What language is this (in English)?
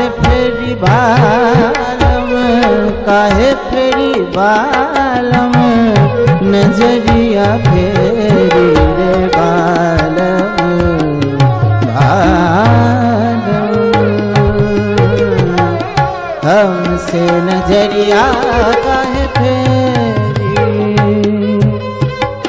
Bhojpuri